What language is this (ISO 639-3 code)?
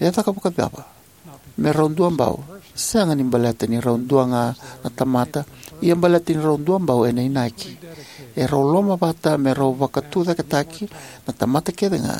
fij